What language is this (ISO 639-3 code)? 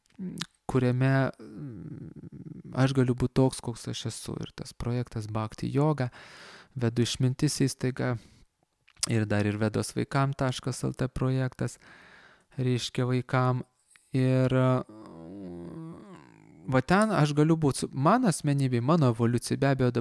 lit